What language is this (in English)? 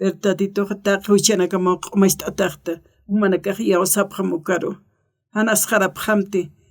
Aymara